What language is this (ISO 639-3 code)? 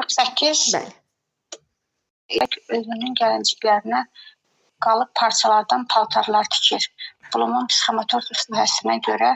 aze